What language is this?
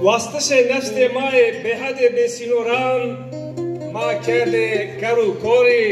Zaza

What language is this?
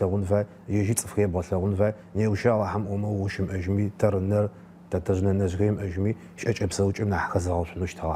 Adyghe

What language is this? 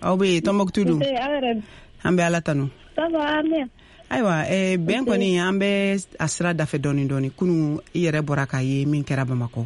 Bambara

